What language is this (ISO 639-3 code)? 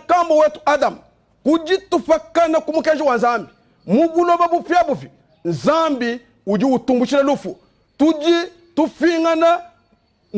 lua